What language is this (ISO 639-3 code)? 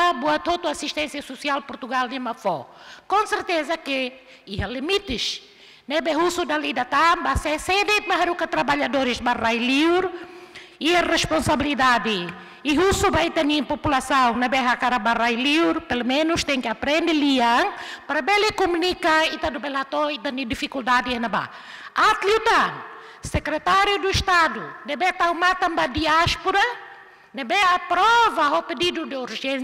tet